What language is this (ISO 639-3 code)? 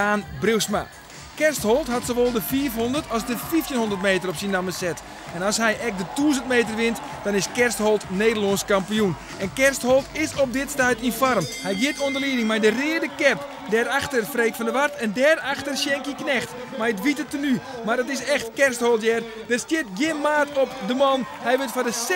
fry